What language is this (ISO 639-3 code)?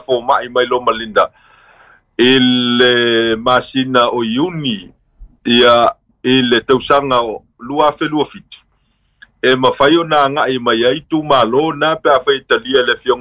smo